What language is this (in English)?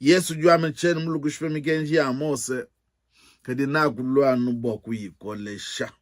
Luba-Lulua